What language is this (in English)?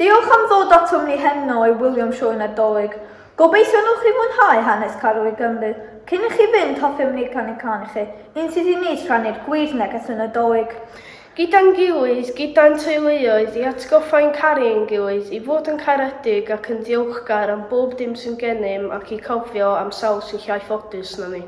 Welsh